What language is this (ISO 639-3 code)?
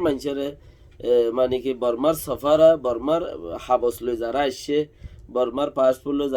rhg